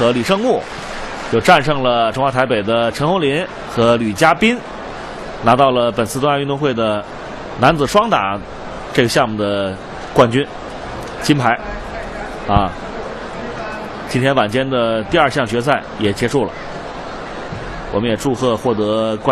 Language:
Chinese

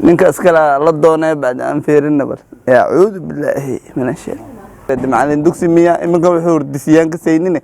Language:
Somali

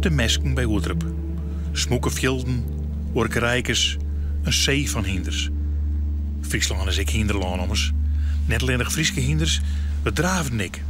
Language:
Western Frisian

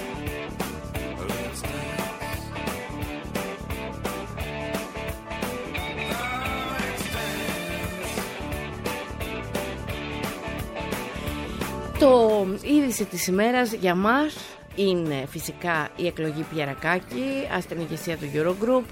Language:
Greek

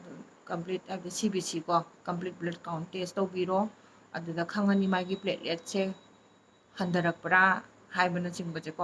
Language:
Manipuri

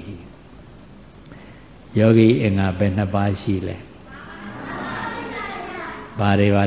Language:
Burmese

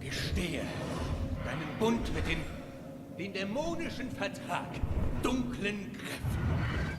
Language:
Swiss German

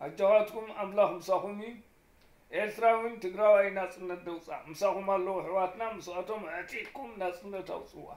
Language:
Tigrinya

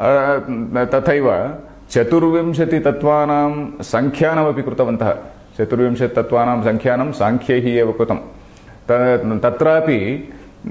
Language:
Sanskrit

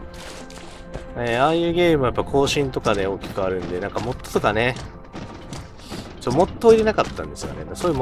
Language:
Japanese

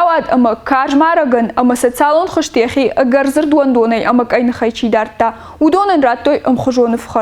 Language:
Ossetic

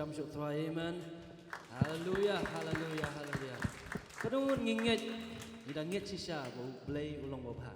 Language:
Khasi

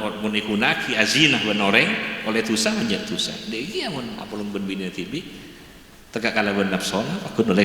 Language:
Madurese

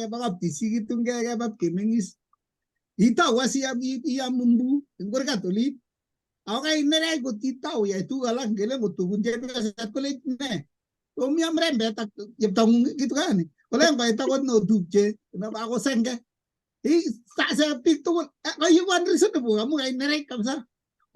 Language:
Kalenjin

